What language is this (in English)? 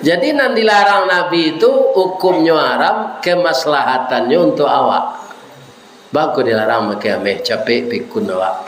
Minangkabau